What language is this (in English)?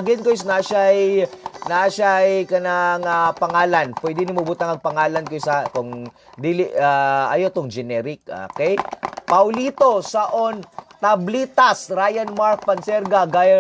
Cebuano